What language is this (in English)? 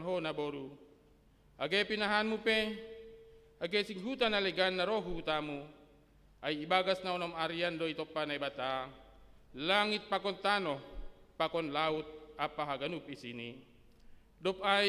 Batak Simalungun